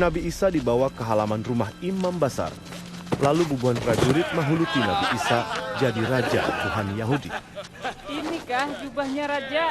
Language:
Banjar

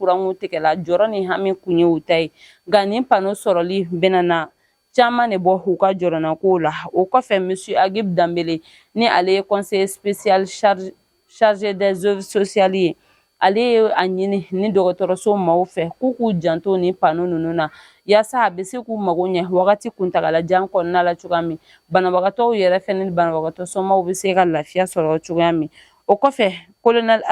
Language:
Bambara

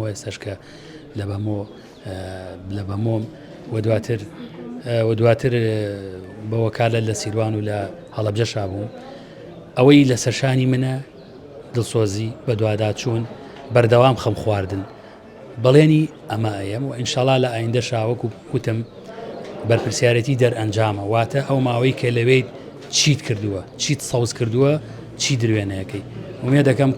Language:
Central Kurdish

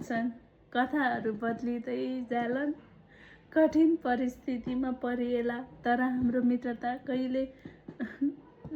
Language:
Nepali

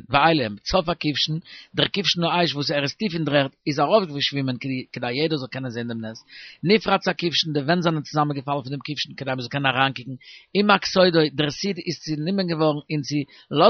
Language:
Yiddish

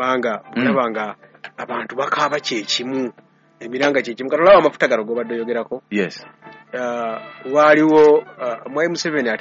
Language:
Ganda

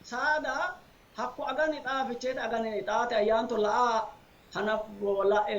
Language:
Sidamo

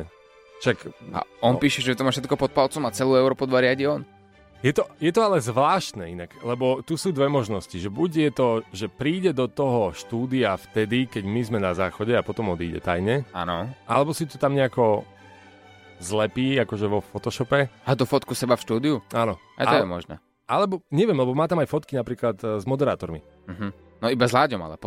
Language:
Slovak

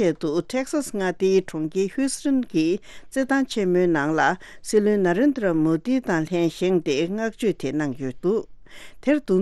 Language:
Tibetan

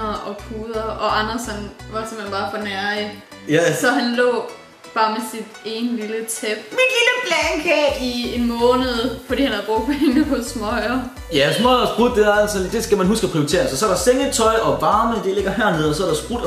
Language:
Danish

